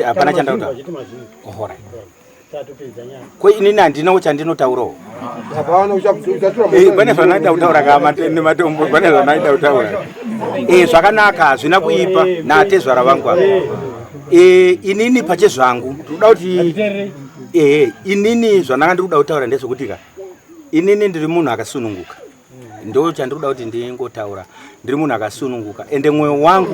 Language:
Shona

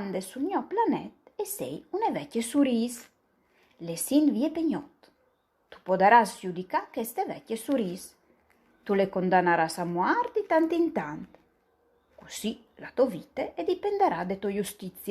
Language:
Friulian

